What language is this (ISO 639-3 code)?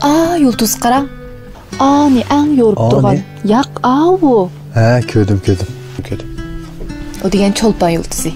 uig